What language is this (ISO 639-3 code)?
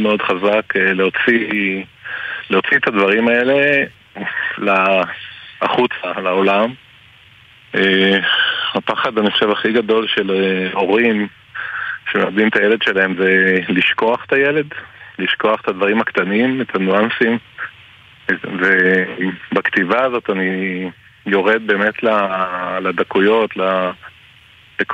heb